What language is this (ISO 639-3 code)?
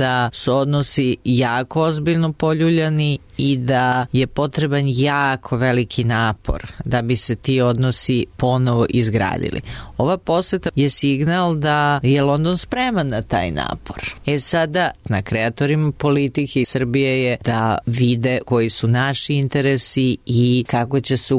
srp